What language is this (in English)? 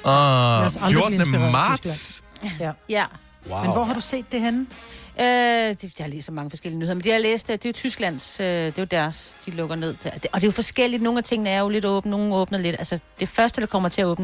Danish